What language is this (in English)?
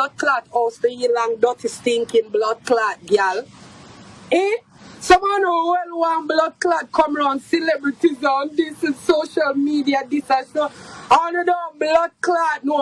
Jamaican Creole English